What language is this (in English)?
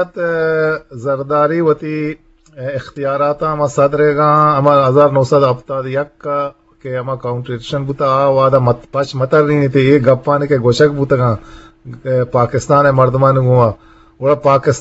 Eastern Balochi